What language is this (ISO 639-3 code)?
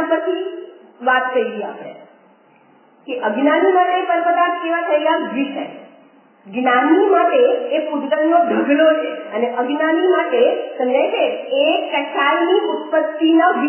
guj